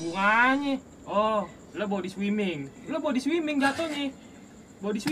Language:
Betawi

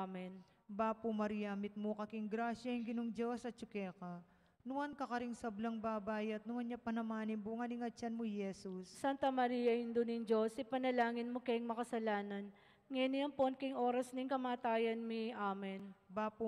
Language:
Pampanga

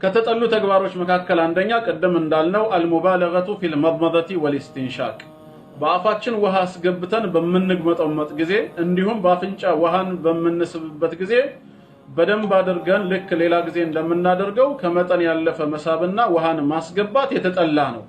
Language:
Amharic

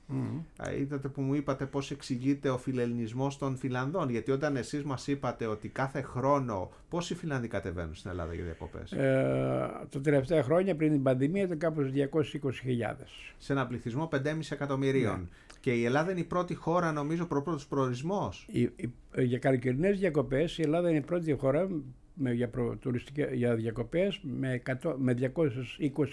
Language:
Greek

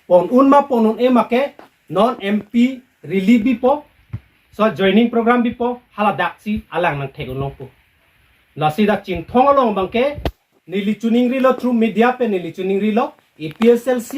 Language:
Karbi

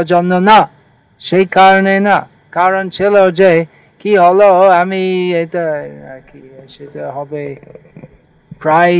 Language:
Bangla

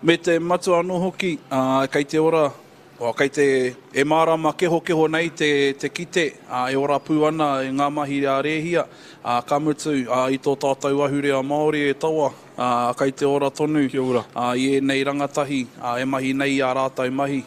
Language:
Māori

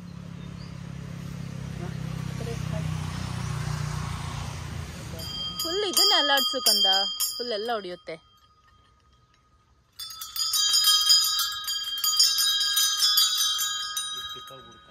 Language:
Kannada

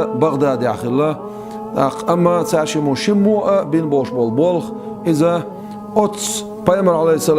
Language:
Chechen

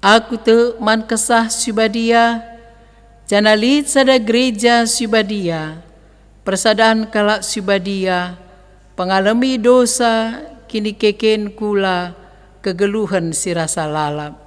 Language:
Batak Karo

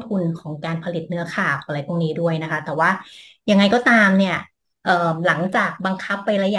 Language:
Thai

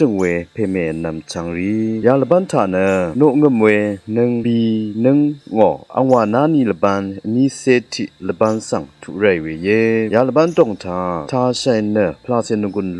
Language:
Rawang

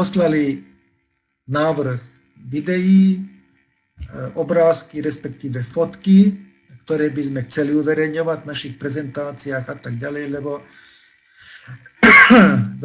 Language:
Slovak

